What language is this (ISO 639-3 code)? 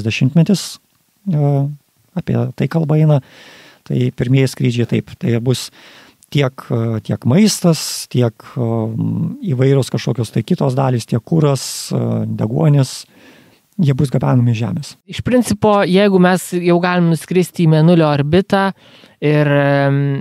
lit